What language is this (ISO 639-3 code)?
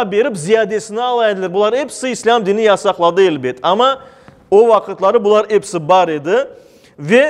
crh